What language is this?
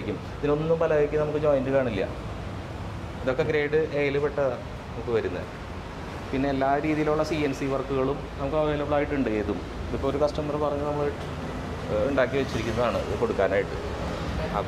Malayalam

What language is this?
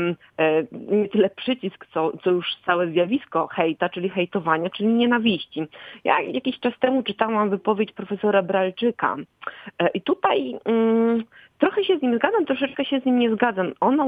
Polish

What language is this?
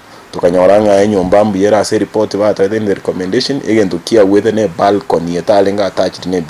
Gusii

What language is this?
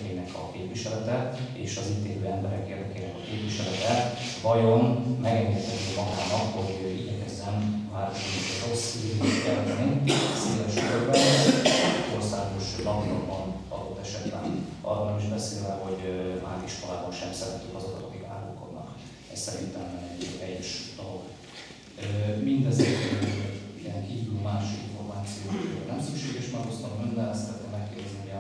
Hungarian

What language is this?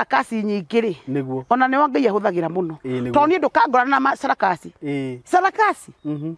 Kikuyu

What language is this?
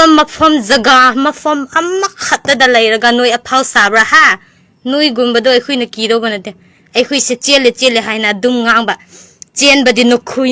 Manipuri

